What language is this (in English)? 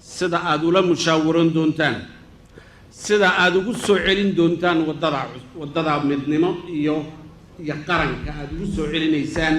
Somali